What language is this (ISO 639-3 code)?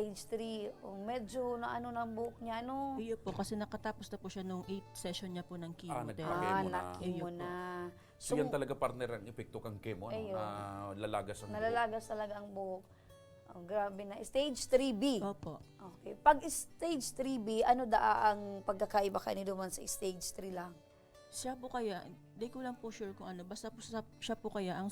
bik